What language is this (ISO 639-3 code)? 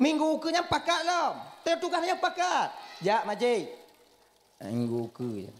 ace